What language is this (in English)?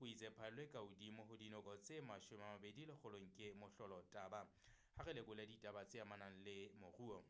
Southern Sotho